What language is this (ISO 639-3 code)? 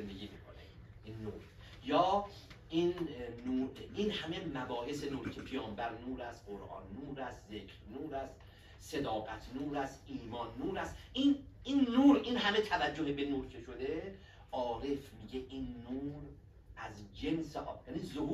fas